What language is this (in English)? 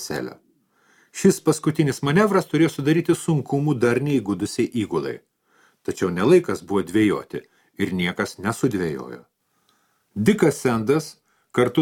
Lithuanian